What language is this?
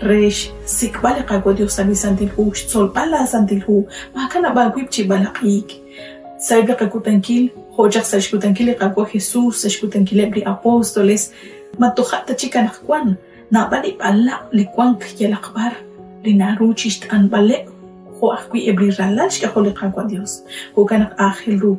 Kekchí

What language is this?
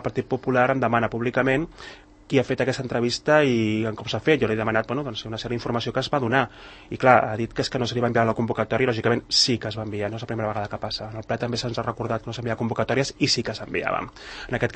Catalan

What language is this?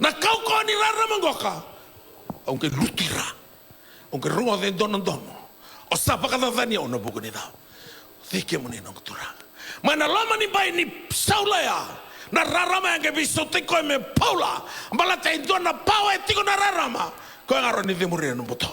Fijian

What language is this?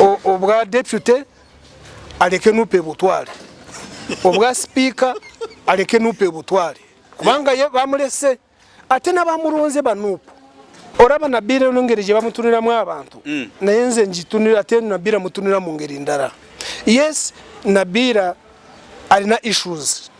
Ganda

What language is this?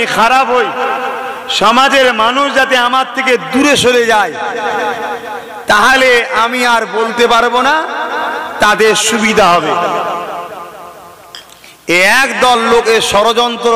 Bangla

